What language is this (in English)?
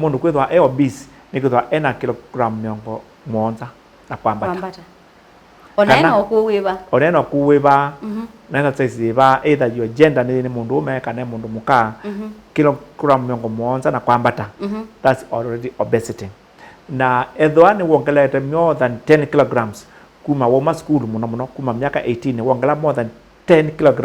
Kamba